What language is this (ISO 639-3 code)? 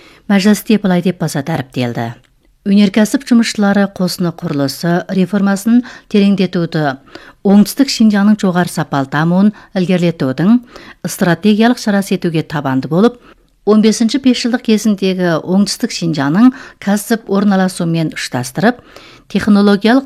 kaz